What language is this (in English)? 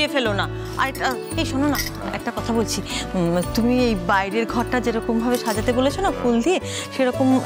Bangla